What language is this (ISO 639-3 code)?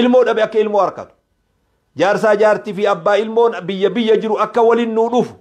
orm